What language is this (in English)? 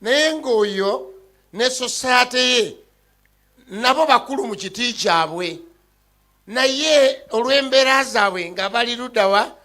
Ganda